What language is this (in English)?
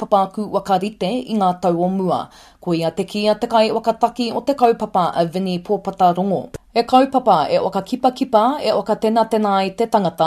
Māori